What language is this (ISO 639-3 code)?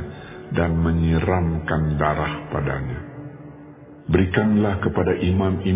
ind